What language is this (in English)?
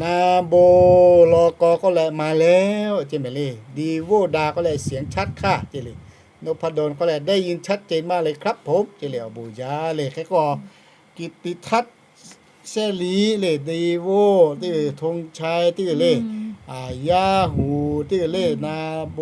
Lahu